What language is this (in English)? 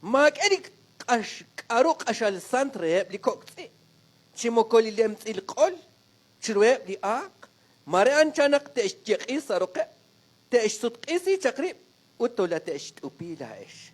Kekchí